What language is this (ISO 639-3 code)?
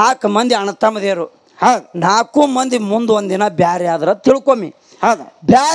kan